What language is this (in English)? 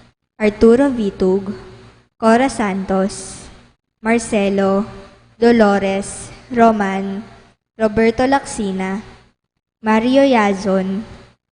Pampanga